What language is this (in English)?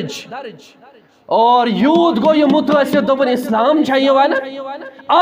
Kashmiri